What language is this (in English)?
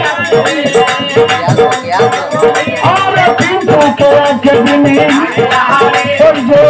Bangla